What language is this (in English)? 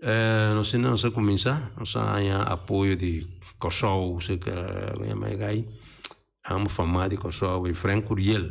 Papiamento